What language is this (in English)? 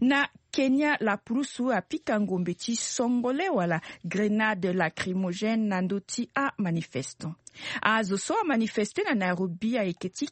Sango